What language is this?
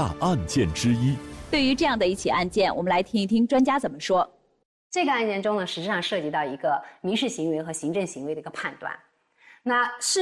Chinese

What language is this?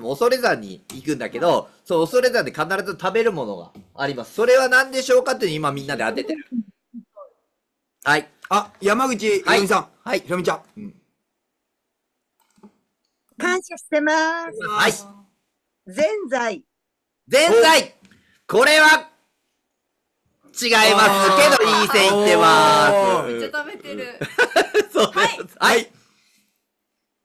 Japanese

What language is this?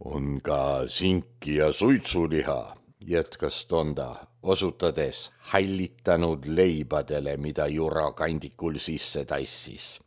Estonian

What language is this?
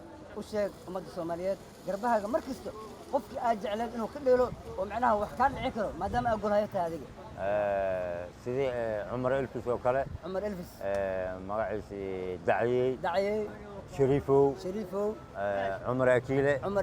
Somali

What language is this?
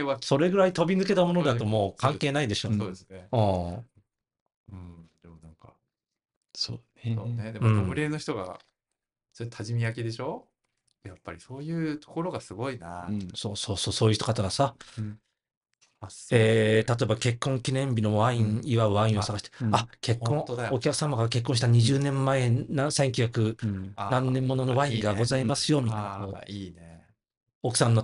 Japanese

